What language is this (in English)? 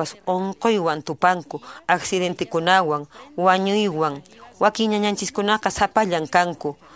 Quechua